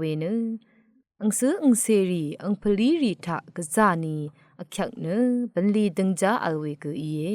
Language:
Rawang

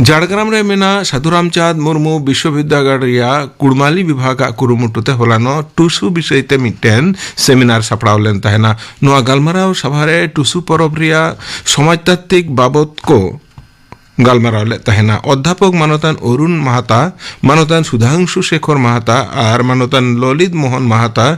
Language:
Santali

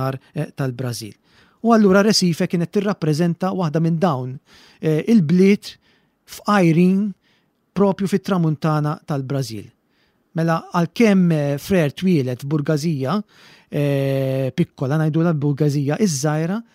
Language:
Maltese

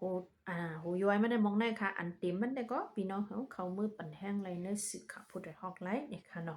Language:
Shan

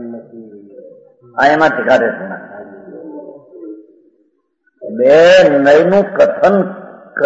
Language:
Gujarati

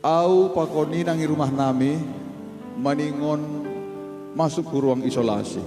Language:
Batak Simalungun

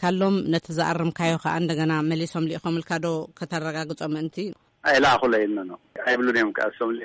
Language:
Tigrinya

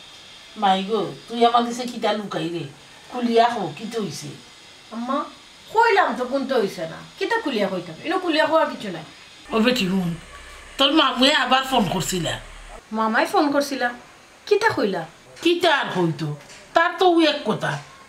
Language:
Sylheti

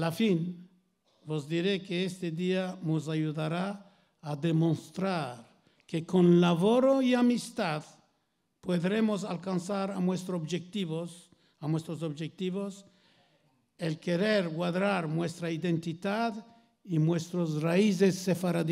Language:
Ladino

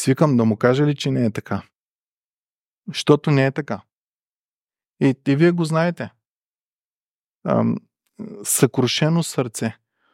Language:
Bulgarian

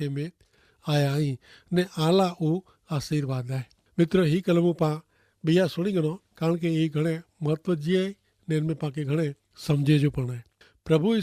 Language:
Kachhi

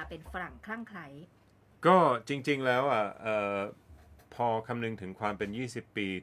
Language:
Thai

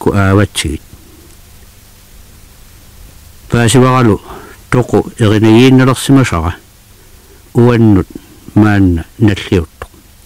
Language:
Kalaallisut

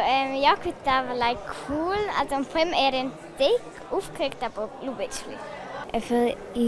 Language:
Romansh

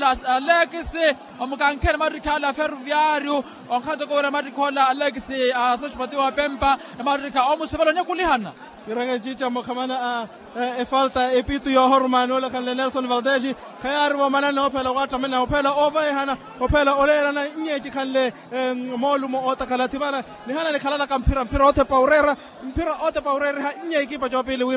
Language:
Makhuwa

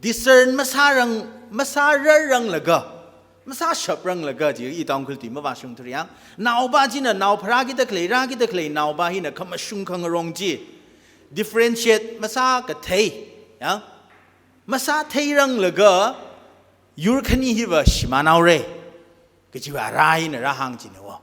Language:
Tangkhul Naga (India)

